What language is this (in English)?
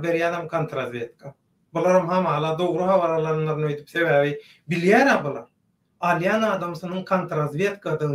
Turkmen